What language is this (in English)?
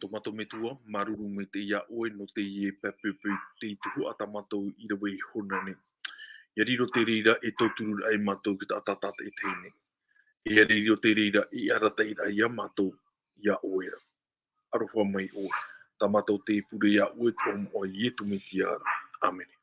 Tahitian